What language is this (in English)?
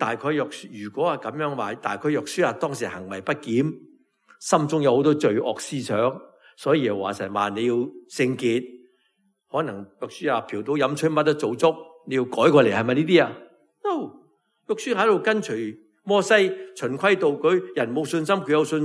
Cantonese